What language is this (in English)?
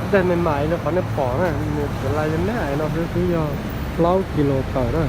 Hmong